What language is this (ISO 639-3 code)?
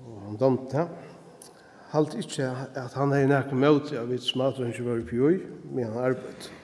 fao